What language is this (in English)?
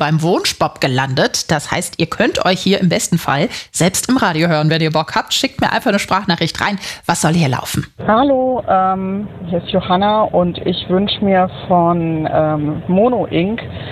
German